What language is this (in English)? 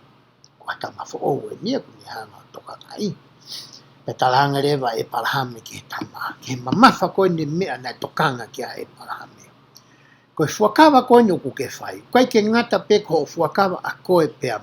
Tongan